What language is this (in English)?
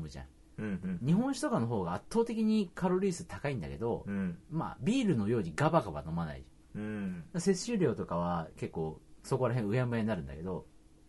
Japanese